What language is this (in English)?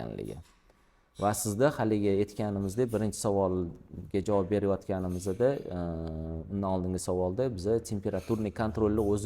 Uzbek